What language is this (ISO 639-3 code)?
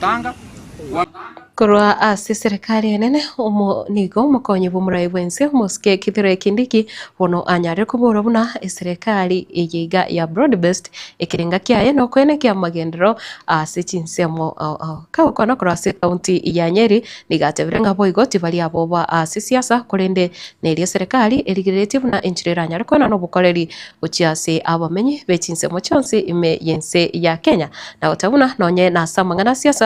guz